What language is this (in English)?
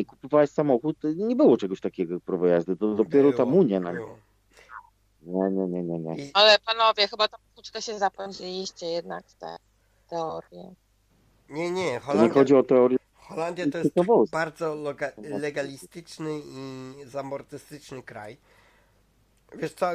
Polish